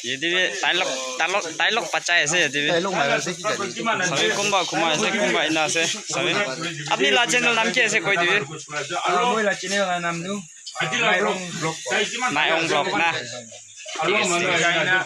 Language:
Naga Pidgin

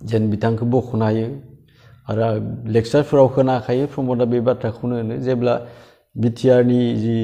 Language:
Bodo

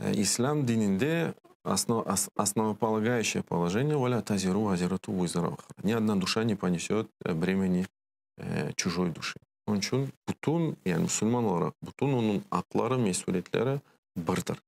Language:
Crimean Tatar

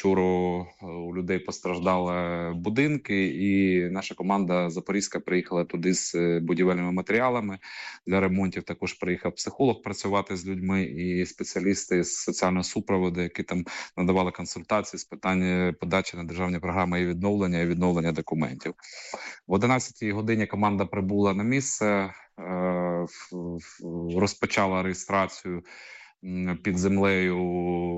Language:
Ukrainian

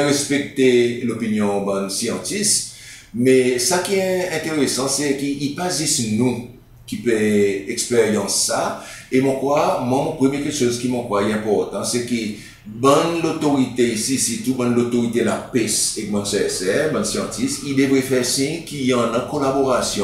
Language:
Seselwa Creole French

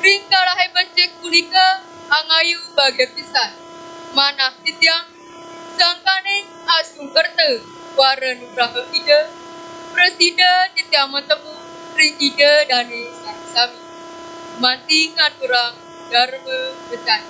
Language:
Balinese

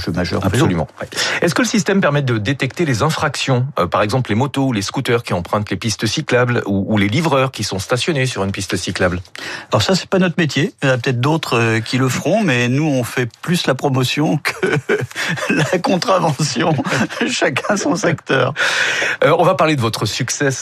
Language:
French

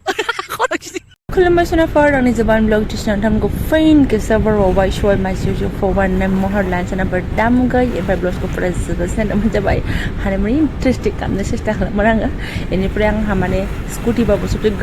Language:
Bodo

